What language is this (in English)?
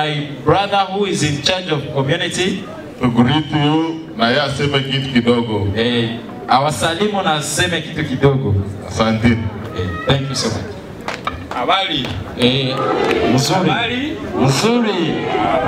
Swahili